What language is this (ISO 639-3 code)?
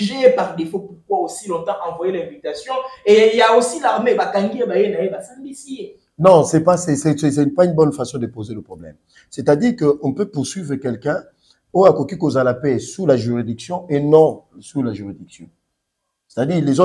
fra